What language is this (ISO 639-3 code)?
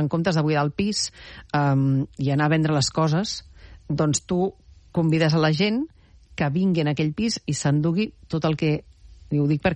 cat